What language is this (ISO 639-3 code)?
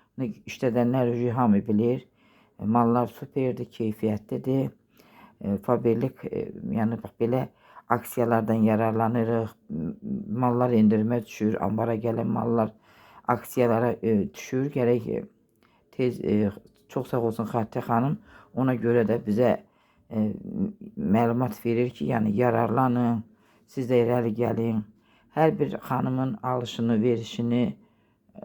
aze